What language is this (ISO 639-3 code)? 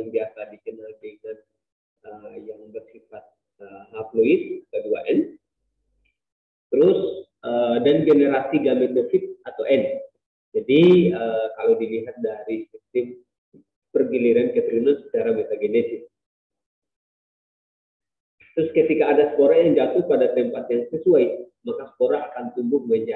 ind